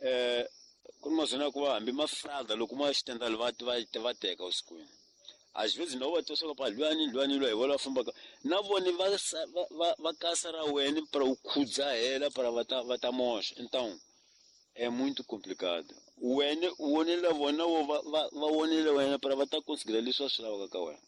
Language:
Tsonga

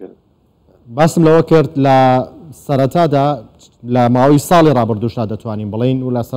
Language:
Central Kurdish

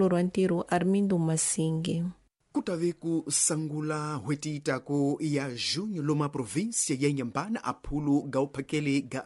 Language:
Tsonga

